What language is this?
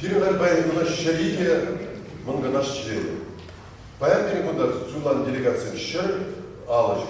Chuvash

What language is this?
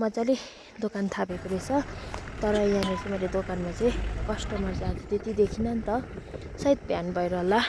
Nepali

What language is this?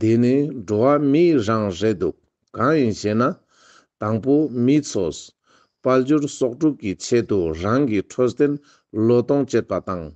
Ladakhi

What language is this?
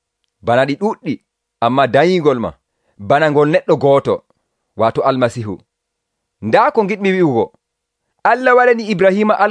Nigerian Fulfulde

